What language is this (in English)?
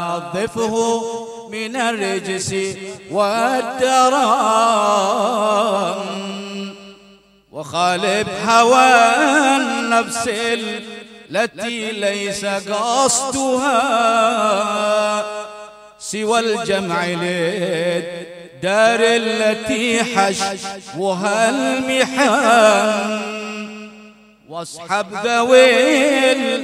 Arabic